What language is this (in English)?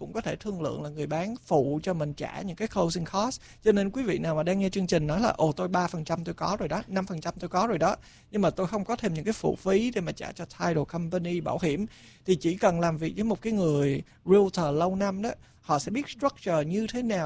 Vietnamese